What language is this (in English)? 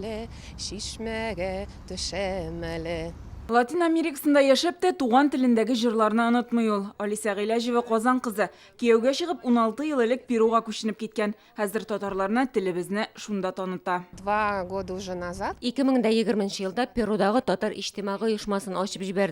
Tatar